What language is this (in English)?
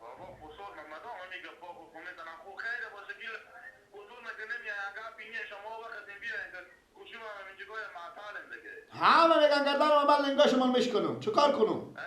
Persian